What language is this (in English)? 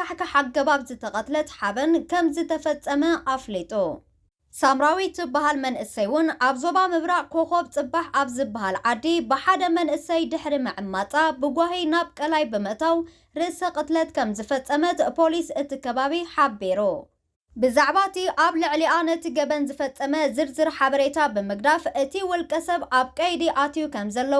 Tigrinya